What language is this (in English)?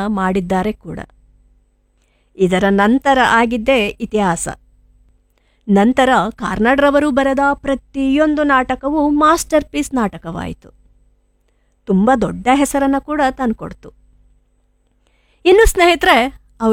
Kannada